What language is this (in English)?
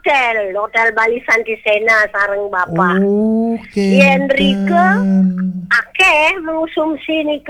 Balinese